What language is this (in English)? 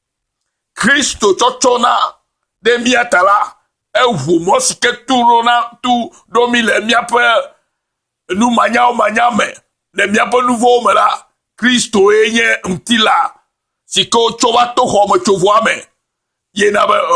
Ewe